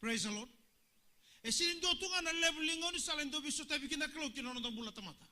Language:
Fijian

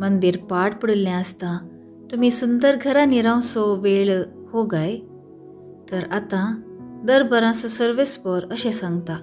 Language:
Konkani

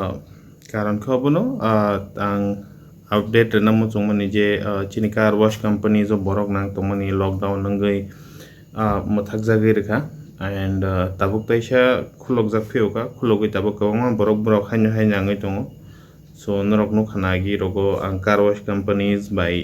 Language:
Kok Borok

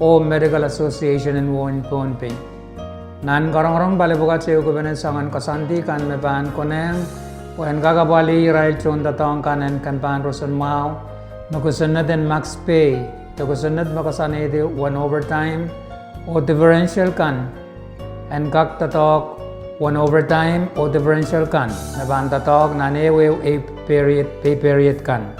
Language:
Pohnpeian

